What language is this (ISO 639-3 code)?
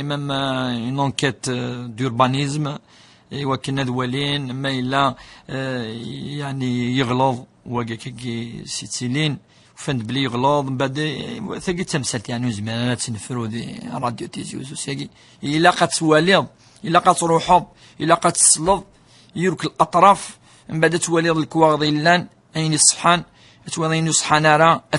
kab